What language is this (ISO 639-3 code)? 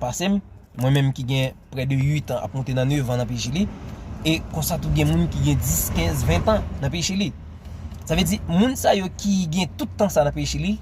hat